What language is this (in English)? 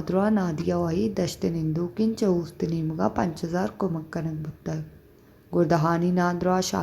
Baluchi